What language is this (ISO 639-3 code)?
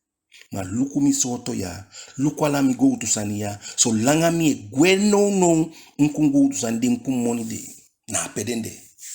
djk